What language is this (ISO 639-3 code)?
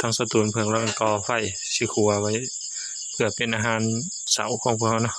tts